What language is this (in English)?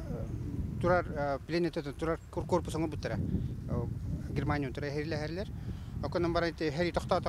Yakut